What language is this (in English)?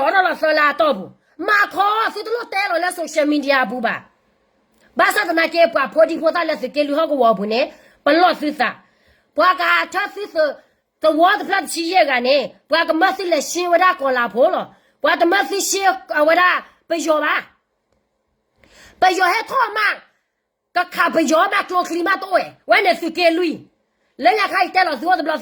S'gaw Karen